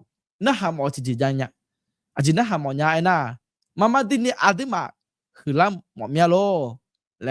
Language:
Akha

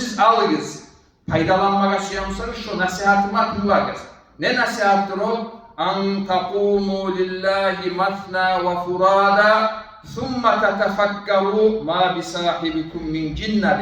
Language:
Kumyk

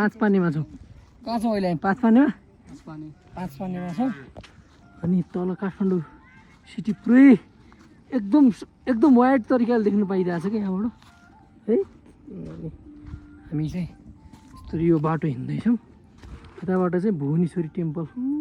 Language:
Nepali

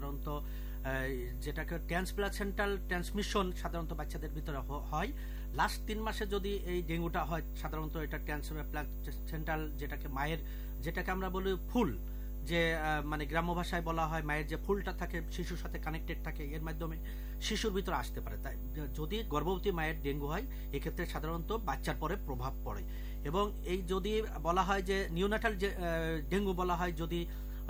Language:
Bangla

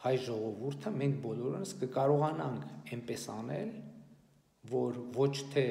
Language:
Armenian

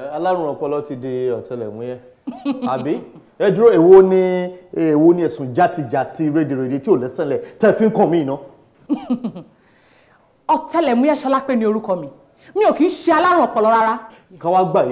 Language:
Yoruba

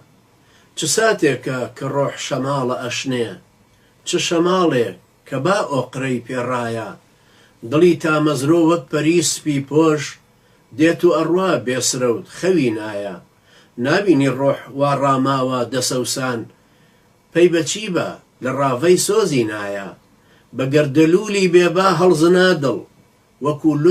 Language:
Central Kurdish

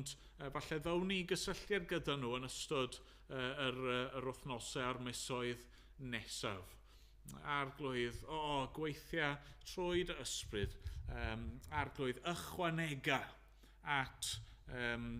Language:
Welsh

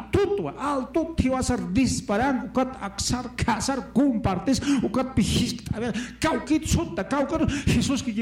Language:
Aymara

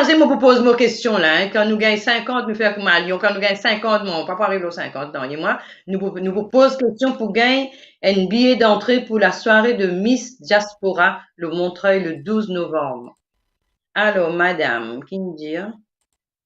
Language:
Morisyen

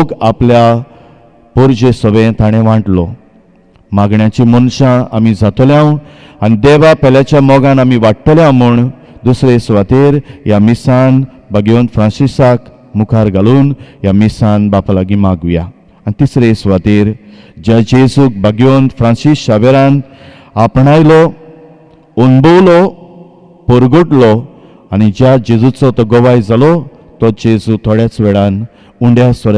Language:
Konkani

